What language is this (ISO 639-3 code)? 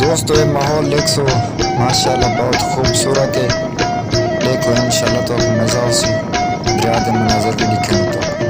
skr